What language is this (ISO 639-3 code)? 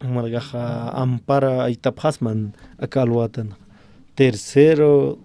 aym